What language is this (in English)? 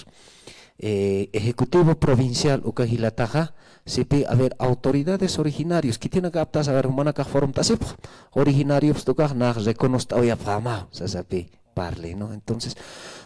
Aymara